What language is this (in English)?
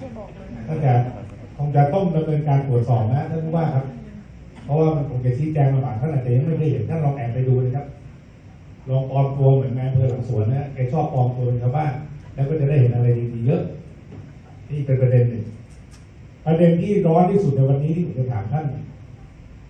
Thai